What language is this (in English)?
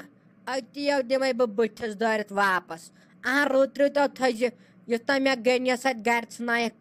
Kashmiri